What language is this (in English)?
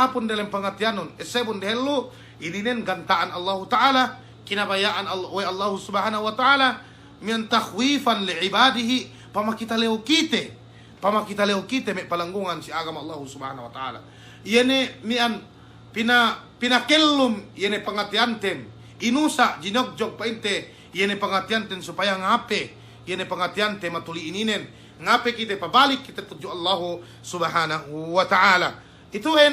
Yakan